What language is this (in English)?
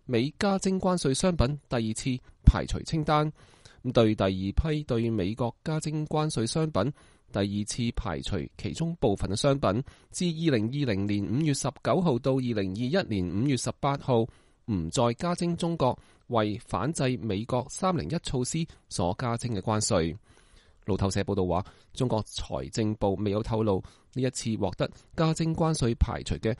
Cantonese